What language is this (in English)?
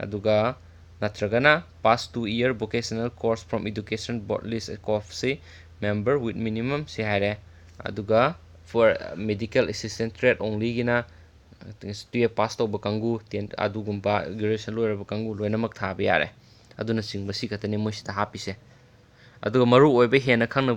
Manipuri